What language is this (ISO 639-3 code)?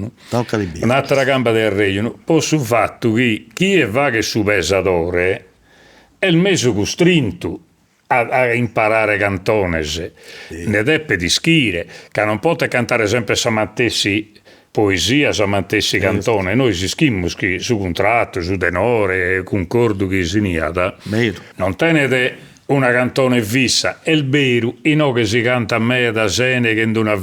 srd